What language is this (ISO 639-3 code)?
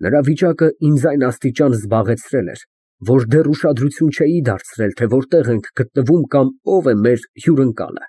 hye